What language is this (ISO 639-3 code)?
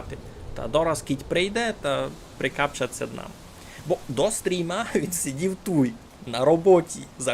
rue